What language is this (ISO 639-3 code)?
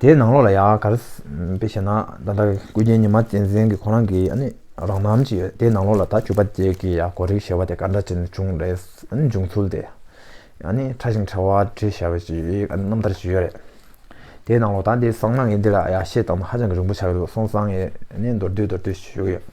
bod